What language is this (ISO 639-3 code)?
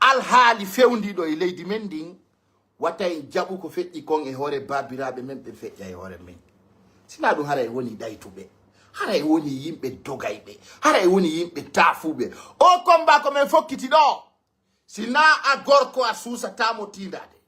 fuf